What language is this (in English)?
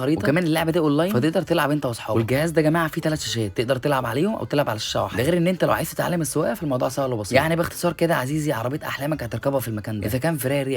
Egyptian Arabic